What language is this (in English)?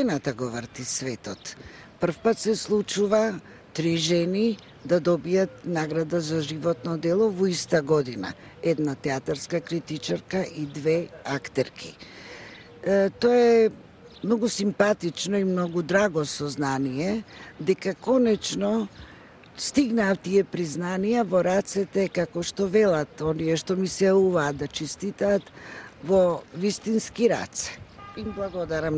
Macedonian